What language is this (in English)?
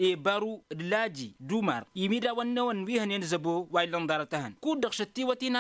Tamasheq